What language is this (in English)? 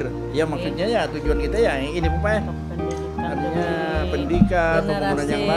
Banjar